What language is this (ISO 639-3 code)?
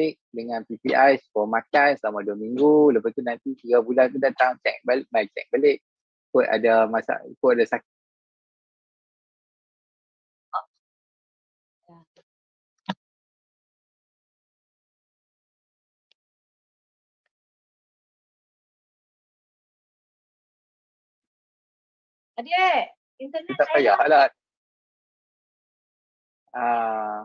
msa